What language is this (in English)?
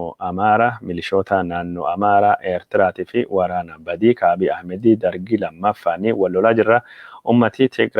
Oromo